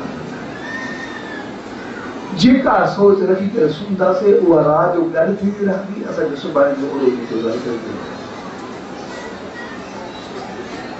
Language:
Sindhi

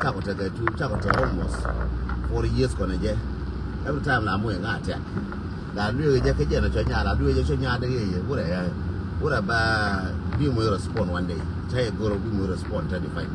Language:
Nuer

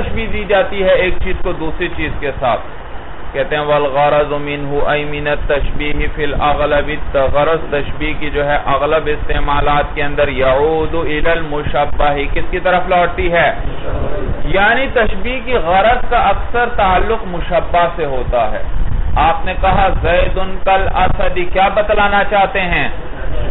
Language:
Urdu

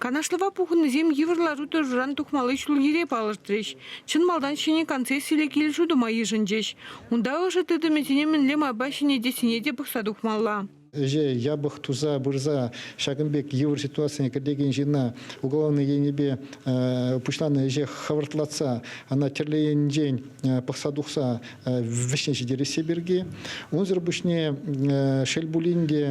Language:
Chuvash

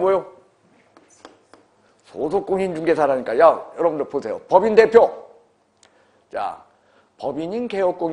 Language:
Korean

